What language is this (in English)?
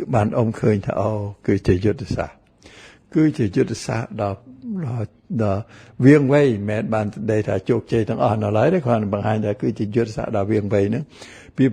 Khmer